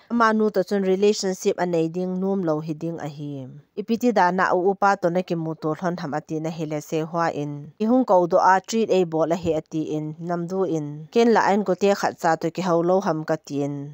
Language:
Thado Chin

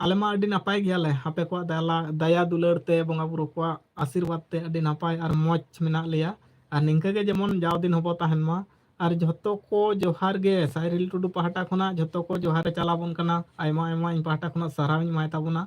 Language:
Santali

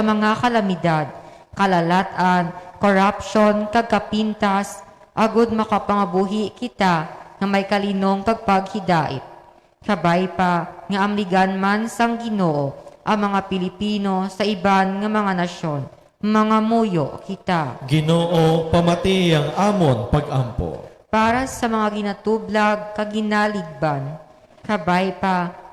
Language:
Hiligaynon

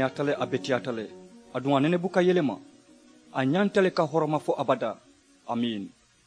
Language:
Mandingo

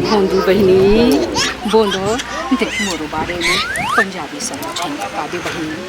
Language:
Chhattisgarhi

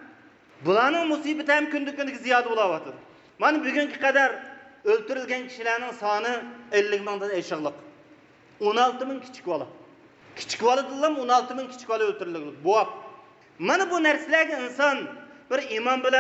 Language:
Uyghur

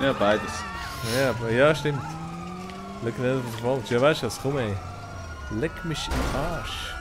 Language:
Swiss German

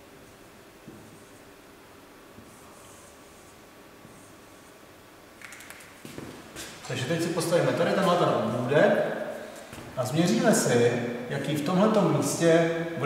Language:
Czech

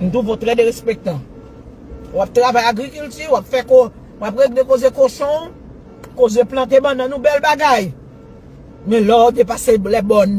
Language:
Haitian Creole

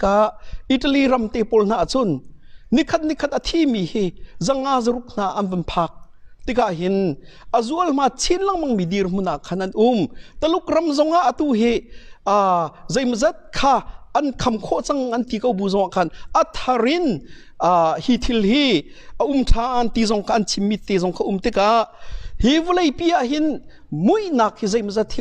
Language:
Hakha Chin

